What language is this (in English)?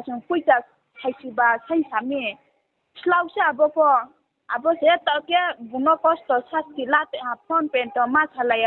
Riang (India)